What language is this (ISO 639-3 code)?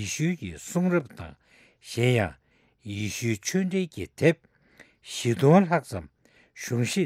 bod